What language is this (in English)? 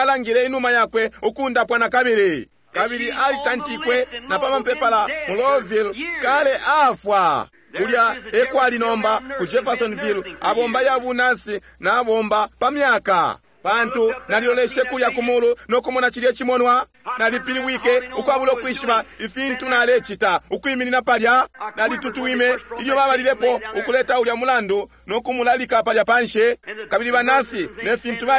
Bemba